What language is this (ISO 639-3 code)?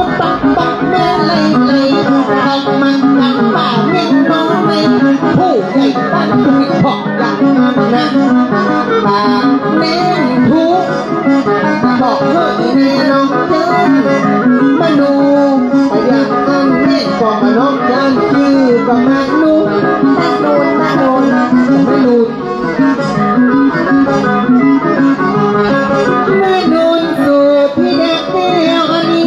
tha